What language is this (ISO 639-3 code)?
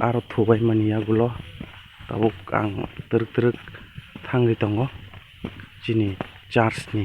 trp